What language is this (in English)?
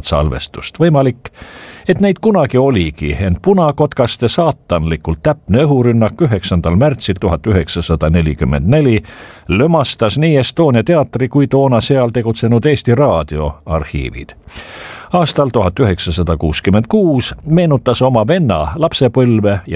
Estonian